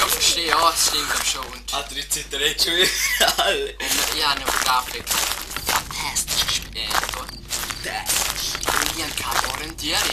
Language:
Swiss German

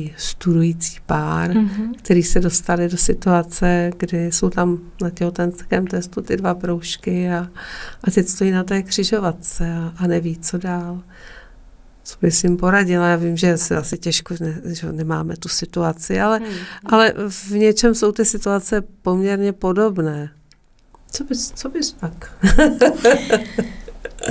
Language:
Czech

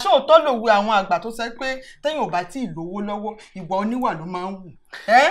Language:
Yoruba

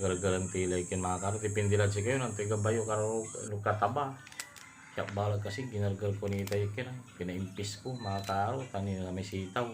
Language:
Pangasinan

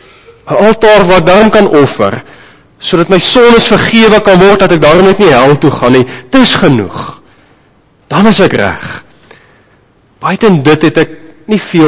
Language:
Afrikaans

